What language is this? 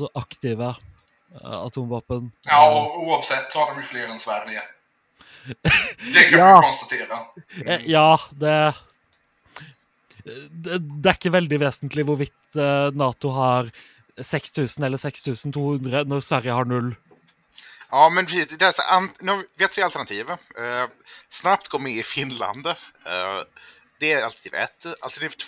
Swedish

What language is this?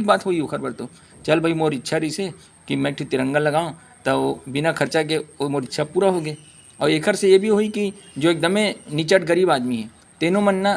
Chhattisgarhi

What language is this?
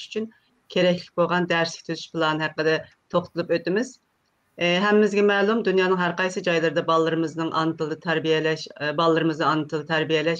Uyghur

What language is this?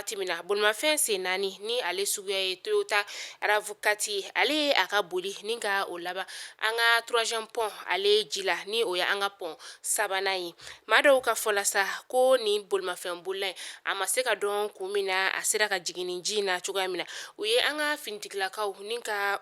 Bambara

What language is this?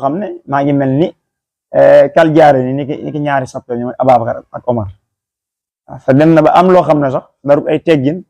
Wolof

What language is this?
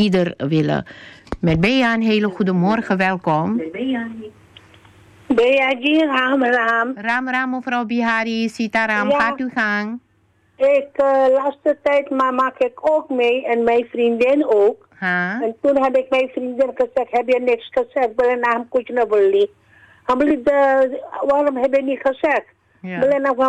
Dutch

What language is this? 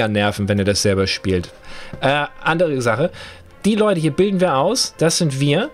German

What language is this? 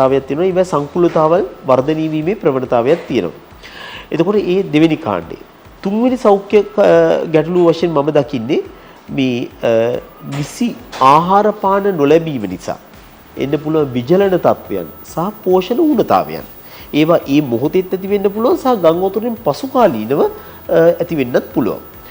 Sinhala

